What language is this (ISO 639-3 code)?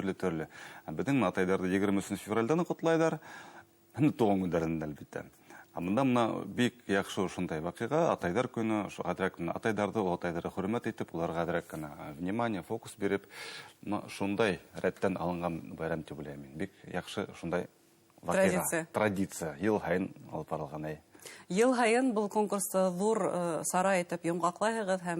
bak